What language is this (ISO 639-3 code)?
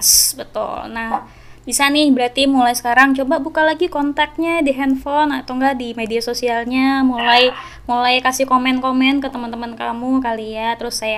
ind